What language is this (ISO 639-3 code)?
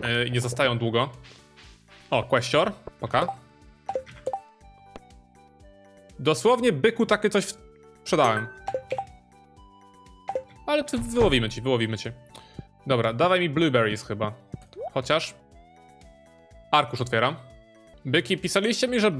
pol